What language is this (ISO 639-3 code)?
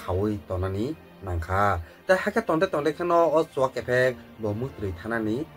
trp